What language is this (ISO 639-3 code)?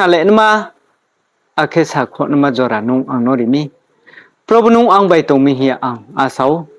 ria